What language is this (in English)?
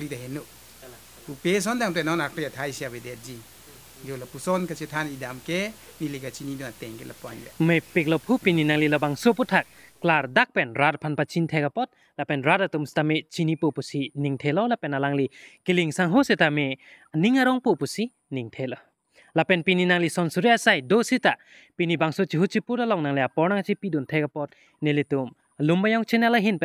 Karbi